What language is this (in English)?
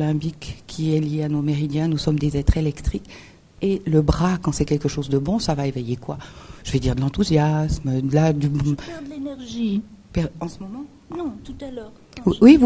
French